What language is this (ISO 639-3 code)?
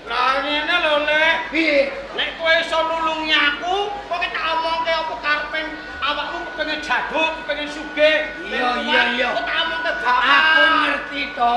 jav